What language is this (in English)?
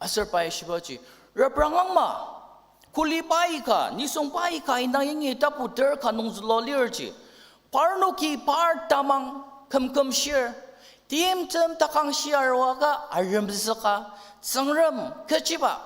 Ao Naga